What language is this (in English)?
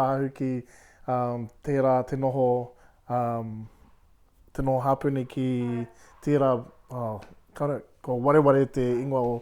Māori